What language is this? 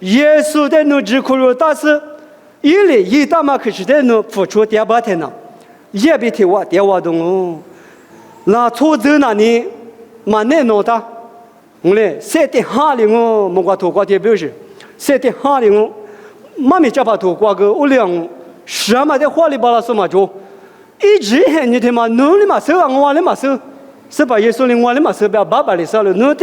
Lisu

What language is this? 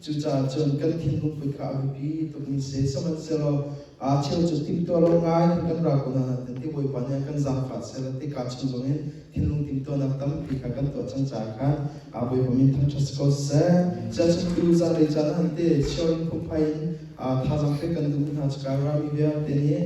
Hakha Chin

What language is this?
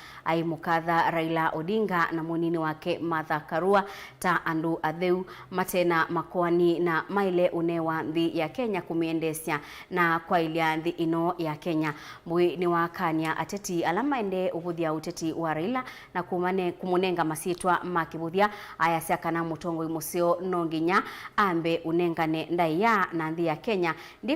Kamba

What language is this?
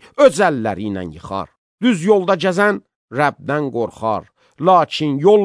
Azerbaijani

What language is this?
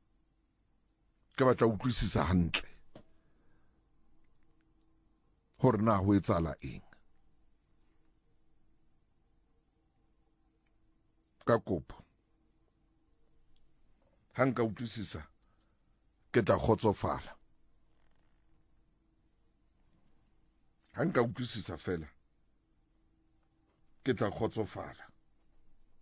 Southern Sotho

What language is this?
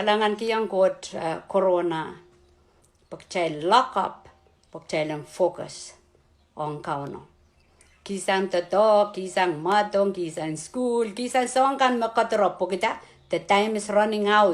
Pohnpeian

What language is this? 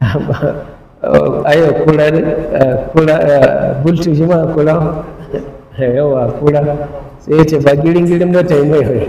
Hausa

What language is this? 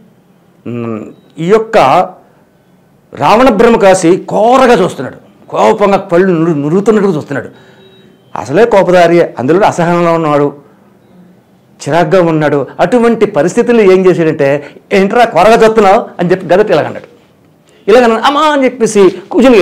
Telugu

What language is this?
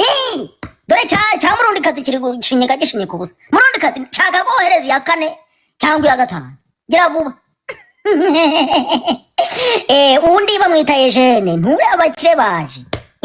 Kinyarwanda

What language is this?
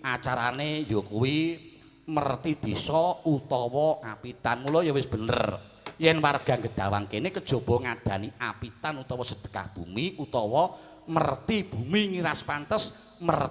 Javanese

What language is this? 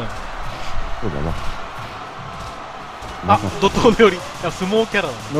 Japanese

